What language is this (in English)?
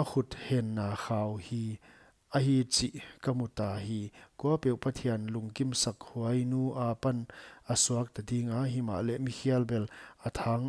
Paite Chin